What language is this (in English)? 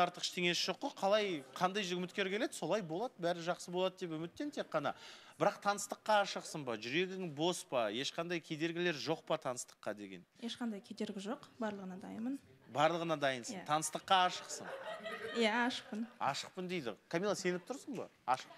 Kazakh